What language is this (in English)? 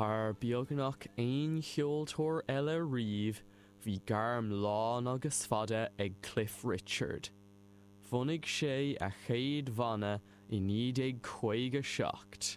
Irish